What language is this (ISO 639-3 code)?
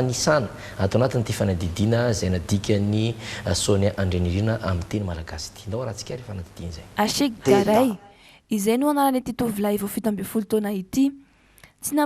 mlg